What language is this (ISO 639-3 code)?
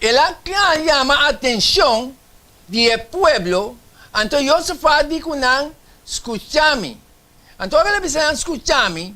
pap